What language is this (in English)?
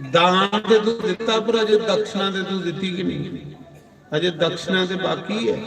Dogri